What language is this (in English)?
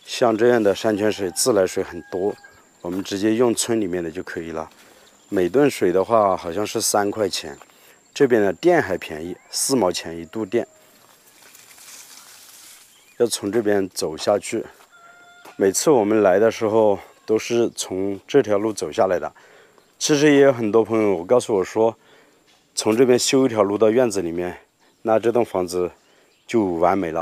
Chinese